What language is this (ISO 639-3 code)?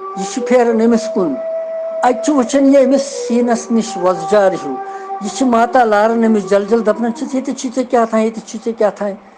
kas